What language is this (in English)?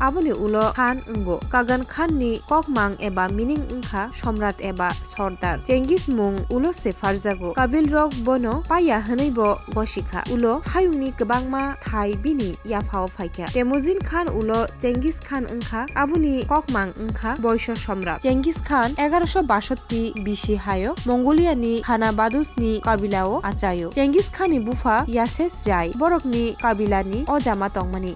Kok Borok